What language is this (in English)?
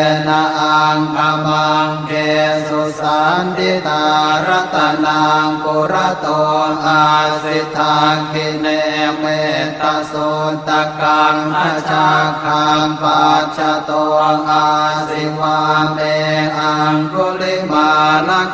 Pali